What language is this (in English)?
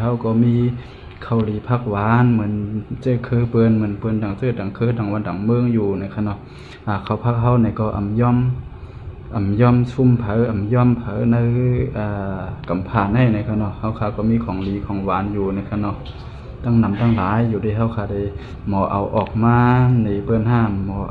Shan